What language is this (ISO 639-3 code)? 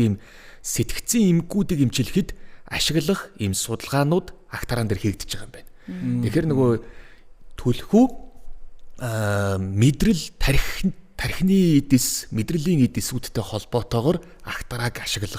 mon